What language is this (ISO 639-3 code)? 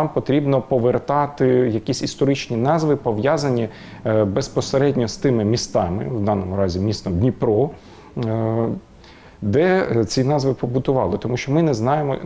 ukr